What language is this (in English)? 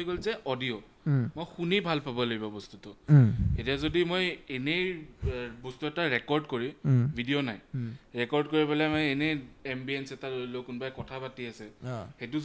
Assamese